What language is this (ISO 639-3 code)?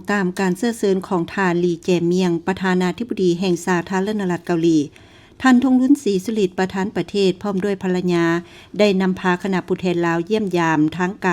lao